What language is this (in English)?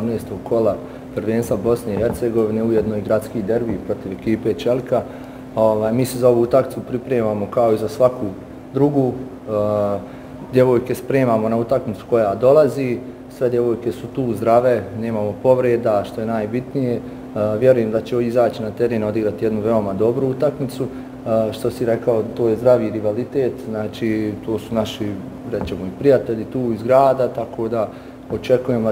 Bosnian